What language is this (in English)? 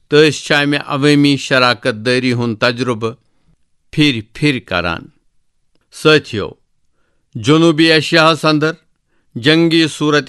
Kashmiri